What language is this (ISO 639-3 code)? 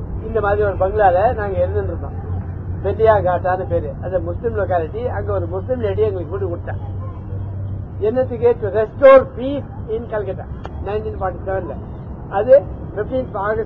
tam